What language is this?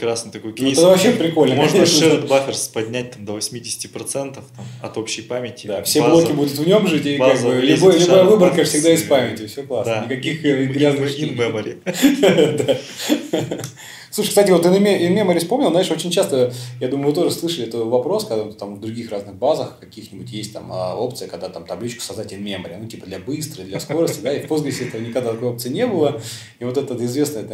Russian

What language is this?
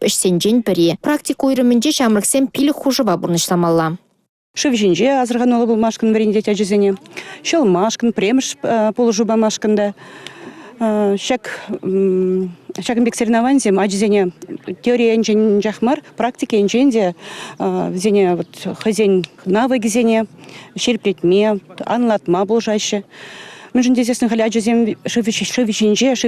Chuvash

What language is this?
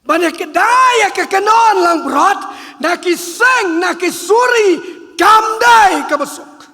Khasi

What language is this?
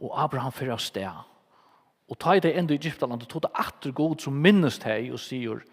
Faroese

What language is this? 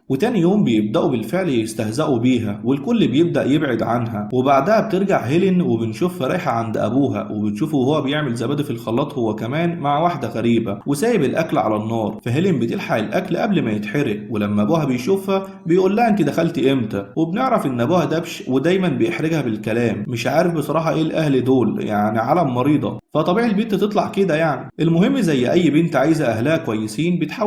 Egyptian Arabic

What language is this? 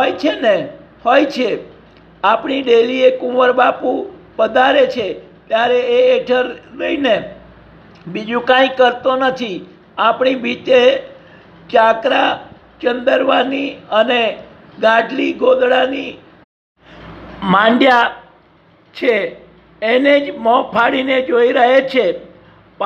Gujarati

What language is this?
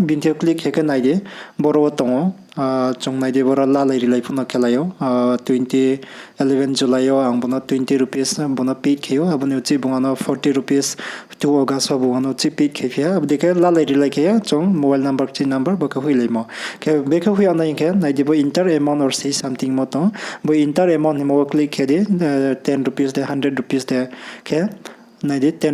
Riang (India)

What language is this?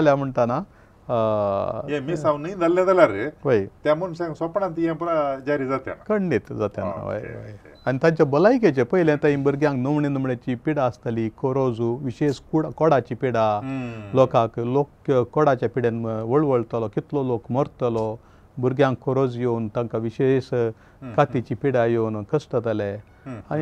Konkani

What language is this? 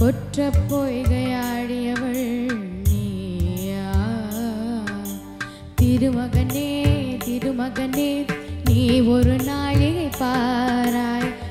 Tamil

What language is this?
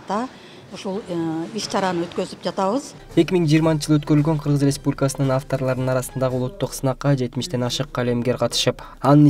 Kyrgyz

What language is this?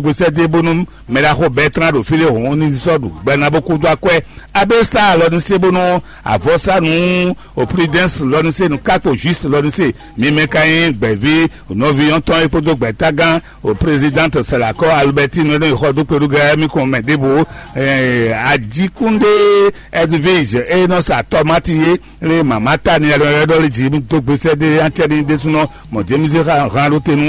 Fon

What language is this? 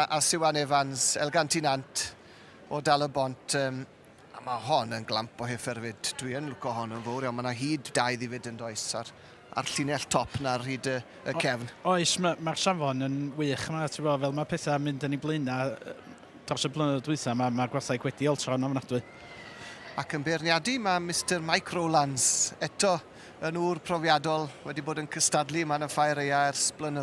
Welsh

